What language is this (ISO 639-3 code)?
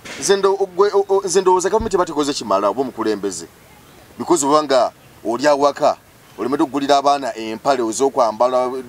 lug